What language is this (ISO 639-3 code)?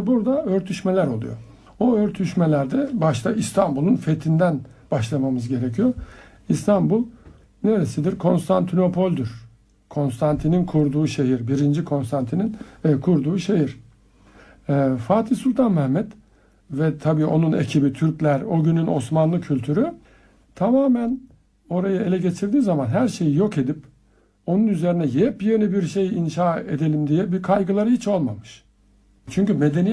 tur